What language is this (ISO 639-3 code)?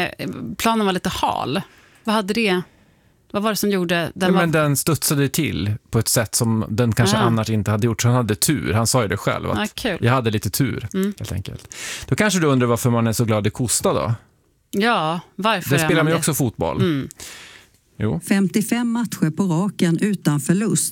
swe